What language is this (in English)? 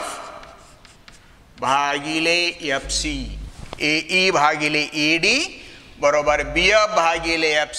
Marathi